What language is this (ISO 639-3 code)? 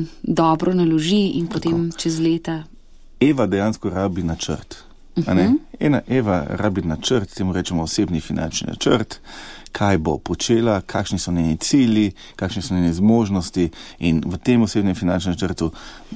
slv